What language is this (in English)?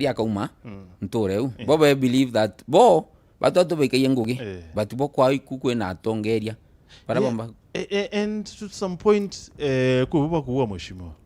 Meru